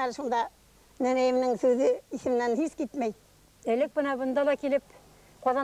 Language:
Bashkir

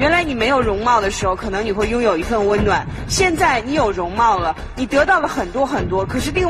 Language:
Chinese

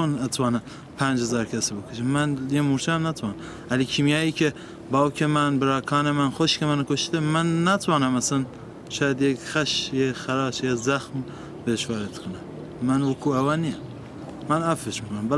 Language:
Kurdish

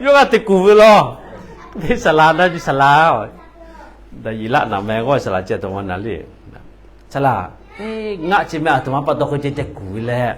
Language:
Lahu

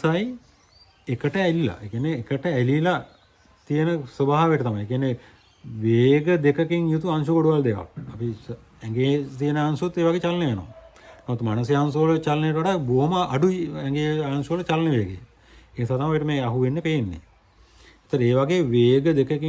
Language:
Sinhala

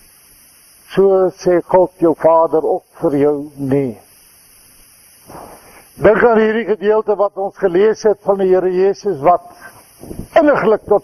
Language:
Afrikaans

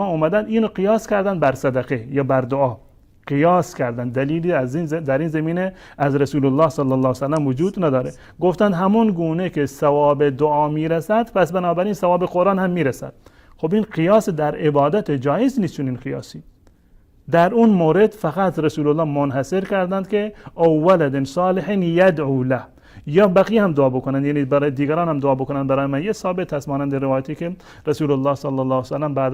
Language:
Persian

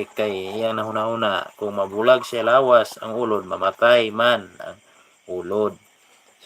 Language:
Cebuano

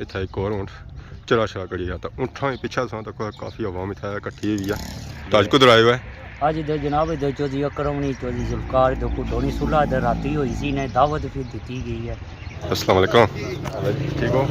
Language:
Pahari-Potwari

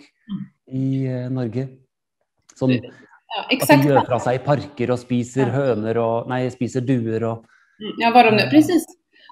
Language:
Swedish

